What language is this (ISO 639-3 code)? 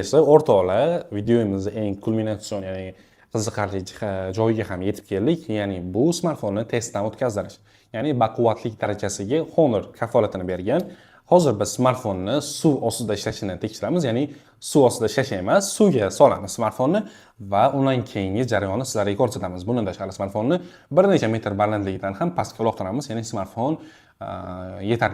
uzb